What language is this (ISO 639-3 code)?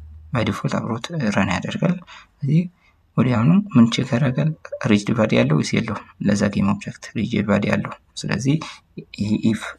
amh